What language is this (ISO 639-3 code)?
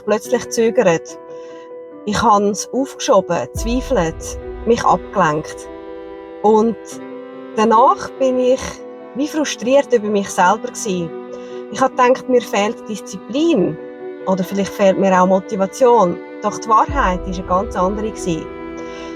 gsw